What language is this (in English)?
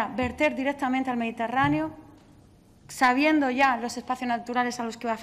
Spanish